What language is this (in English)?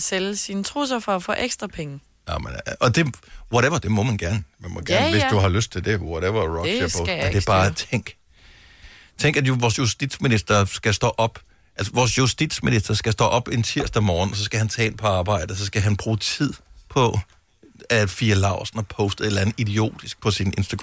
Danish